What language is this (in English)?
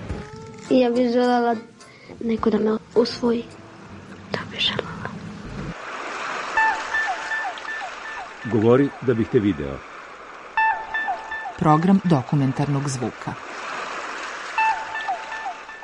Serbian